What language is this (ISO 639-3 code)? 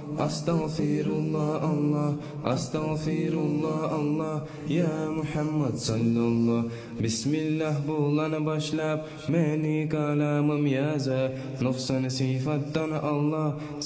kum